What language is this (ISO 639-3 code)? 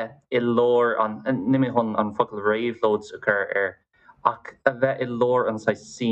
gle